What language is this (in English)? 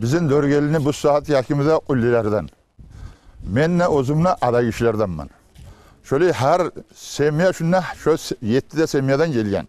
Kumyk